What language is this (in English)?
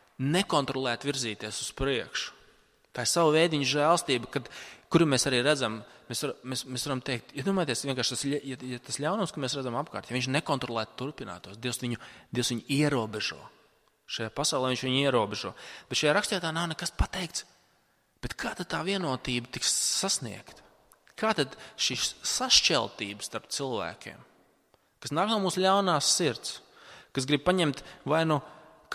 Latvian